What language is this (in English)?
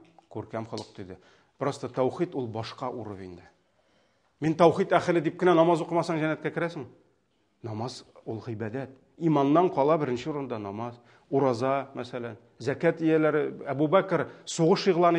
Tatar